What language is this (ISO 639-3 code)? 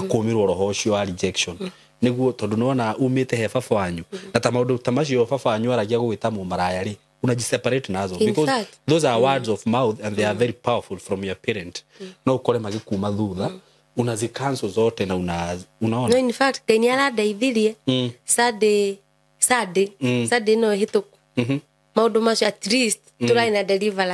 kik